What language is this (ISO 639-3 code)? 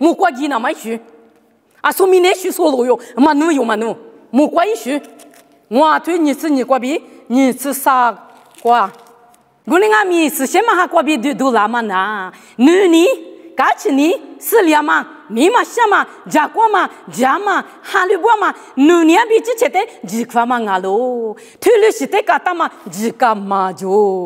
lis